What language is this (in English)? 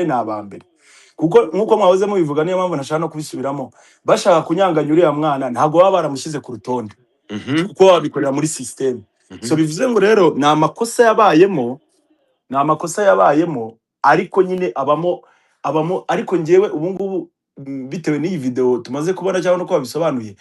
Kinyarwanda